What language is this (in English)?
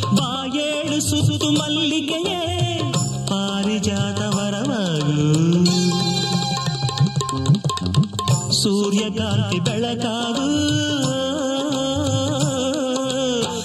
Kannada